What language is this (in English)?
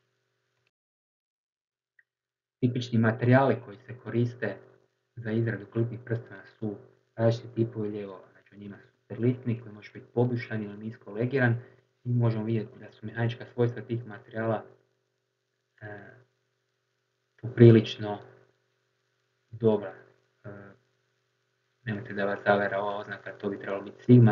Croatian